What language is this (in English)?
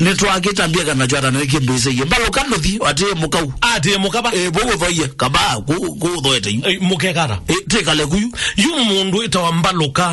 Kamba